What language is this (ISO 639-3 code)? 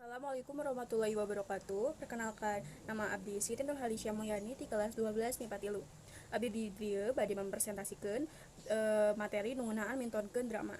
sun